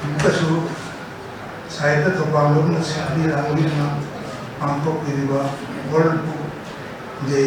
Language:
Manipuri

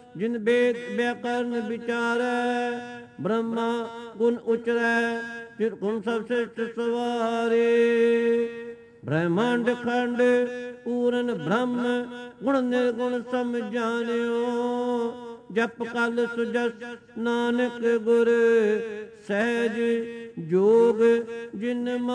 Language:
Punjabi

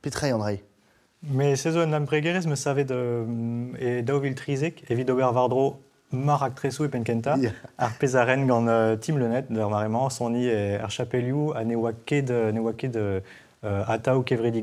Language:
Breton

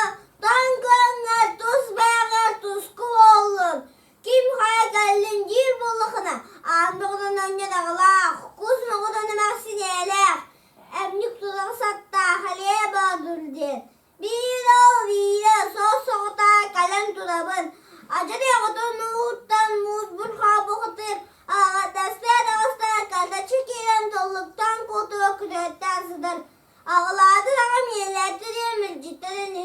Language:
Yakut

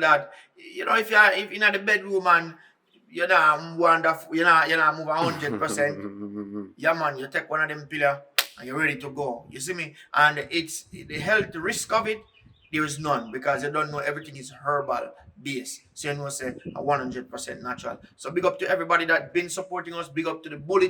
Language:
Jamaican Creole English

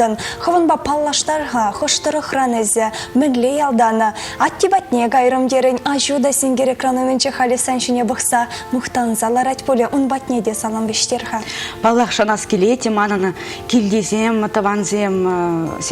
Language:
Chuvash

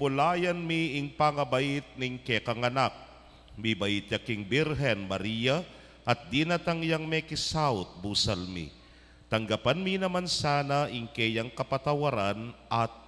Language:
Pampanga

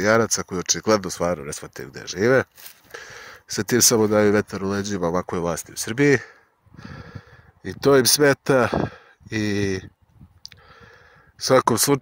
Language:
Serbian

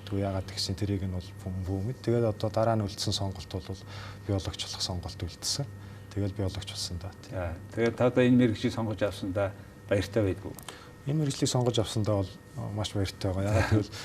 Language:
Mongolian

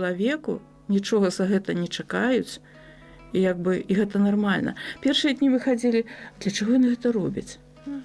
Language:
Belarusian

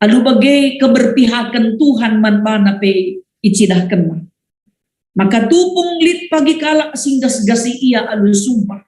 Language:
Batak Karo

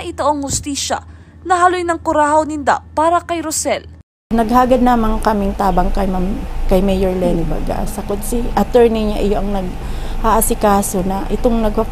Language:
Bikol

